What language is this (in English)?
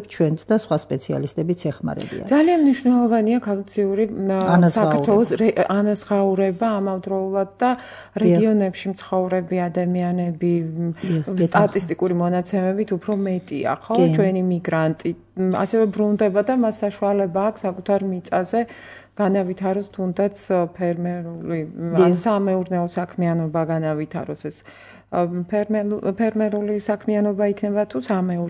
Georgian